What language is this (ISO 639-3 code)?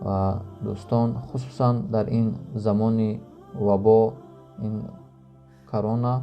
tgk